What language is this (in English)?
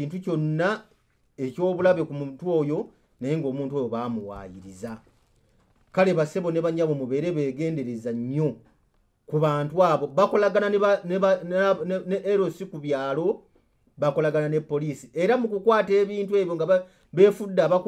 Ganda